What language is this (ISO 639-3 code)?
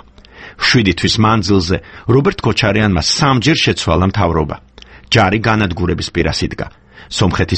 kat